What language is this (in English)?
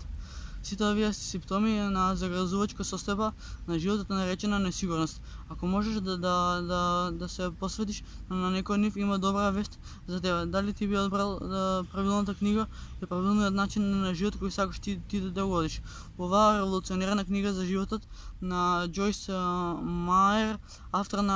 Macedonian